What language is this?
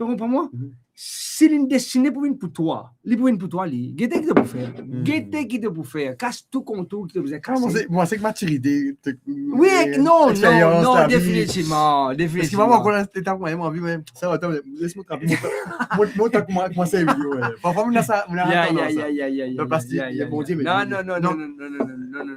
Morisyen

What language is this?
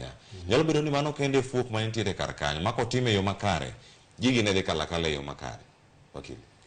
Luo (Kenya and Tanzania)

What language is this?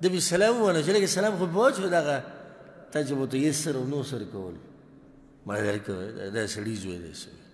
Pashto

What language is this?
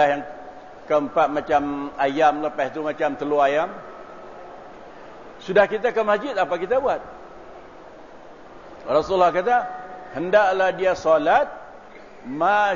Malay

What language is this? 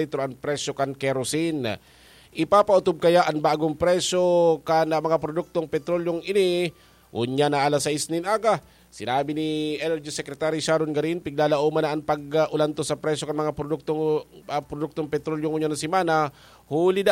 Bikol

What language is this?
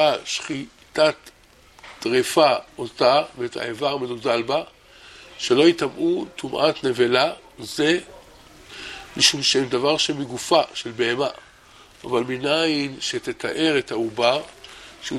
Hebrew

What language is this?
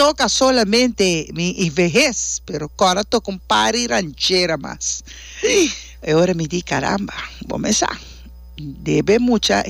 Papiamento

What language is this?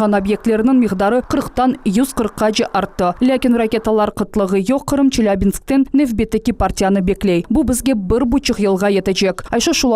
Crimean Tatar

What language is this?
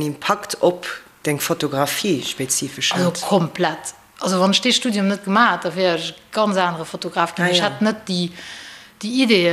Luxembourgish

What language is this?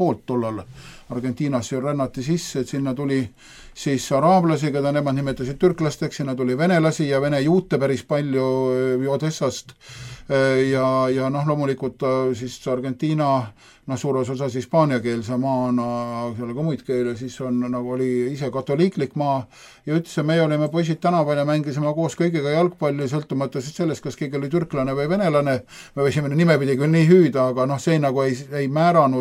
Estonian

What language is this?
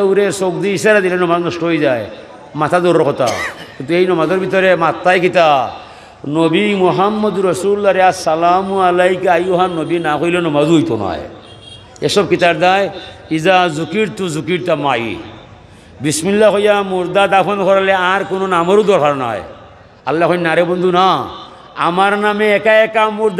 Sylheti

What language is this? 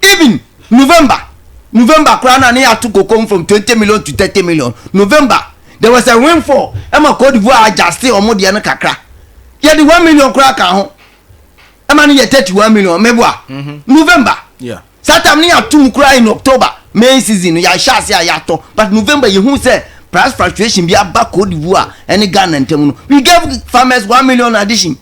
Akan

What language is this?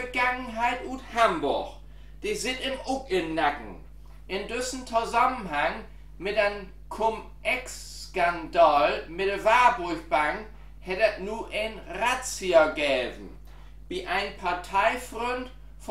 Low German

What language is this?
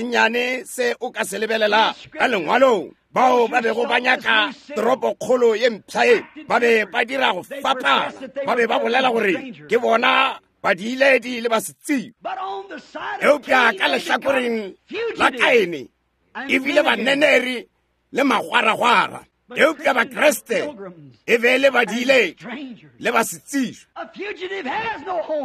Northern Sotho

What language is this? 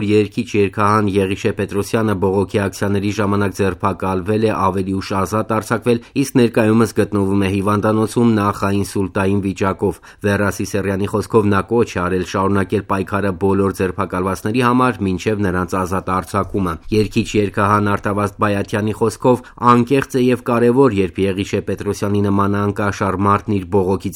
Armenian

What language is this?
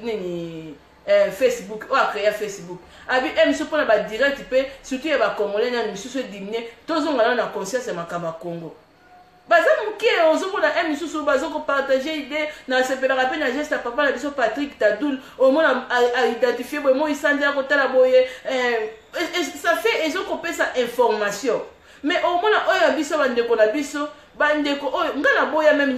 Lingala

